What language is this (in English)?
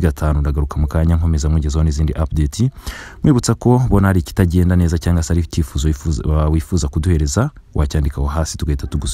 Kinyarwanda